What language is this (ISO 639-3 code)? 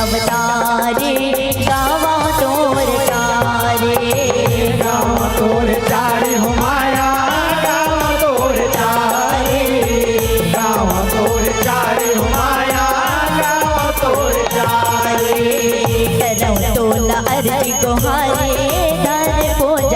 hne